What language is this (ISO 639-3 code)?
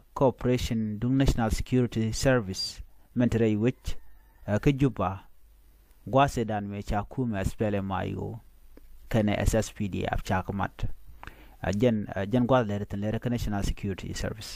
nus